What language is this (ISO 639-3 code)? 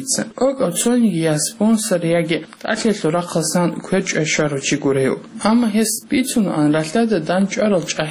ava